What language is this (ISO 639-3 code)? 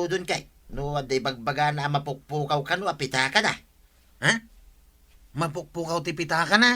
ilo